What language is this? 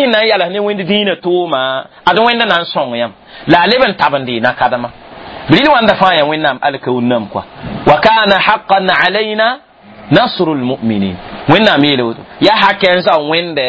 Mossi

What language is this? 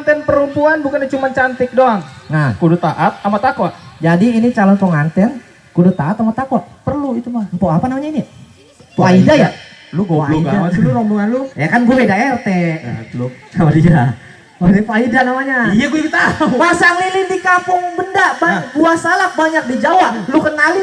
Betawi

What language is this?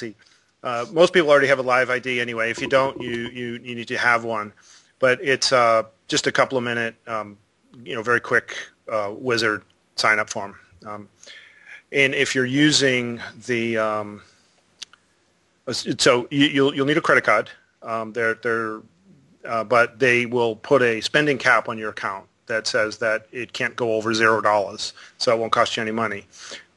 English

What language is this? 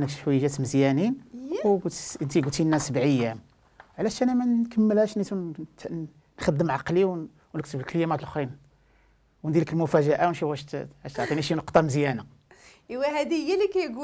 Moroccan Arabic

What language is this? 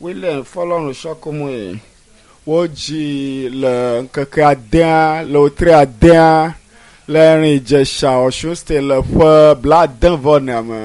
Ewe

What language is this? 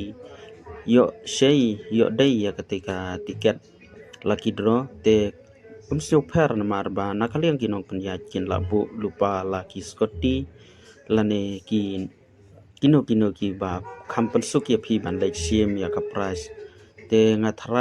Khasi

